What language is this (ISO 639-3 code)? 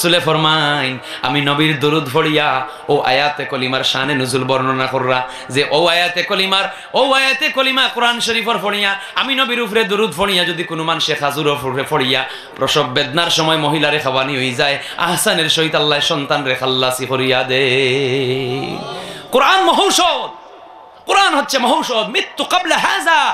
syl